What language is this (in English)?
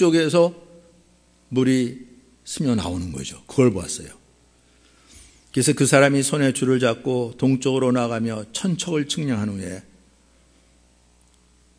Korean